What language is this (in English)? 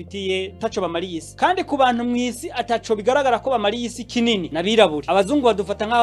Rundi